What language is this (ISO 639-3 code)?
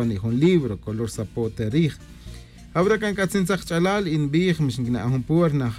cak